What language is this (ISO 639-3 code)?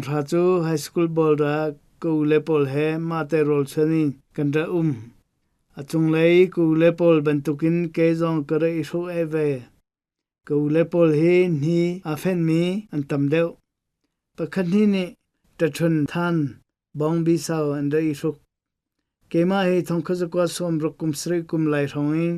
cnh